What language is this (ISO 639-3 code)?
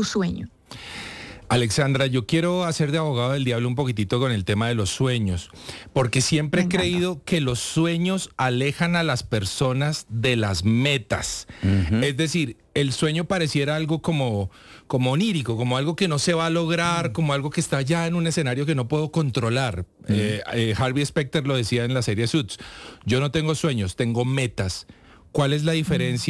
spa